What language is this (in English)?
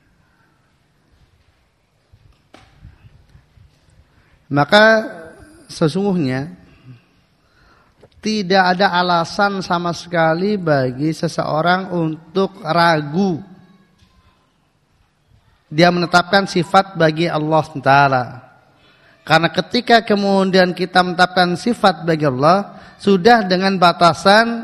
Indonesian